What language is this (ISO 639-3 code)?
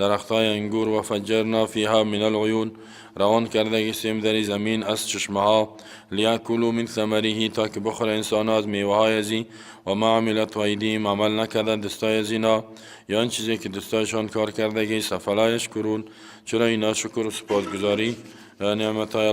fas